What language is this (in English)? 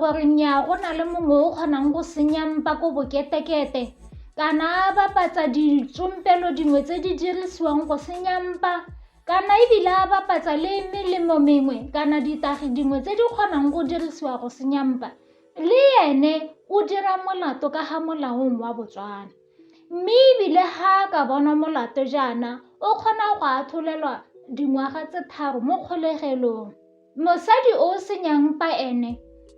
Tswana